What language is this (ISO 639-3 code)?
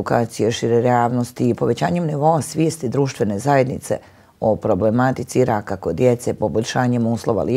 bos